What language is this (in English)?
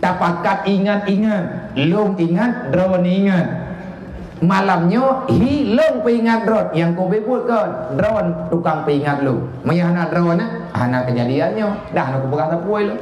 Achinese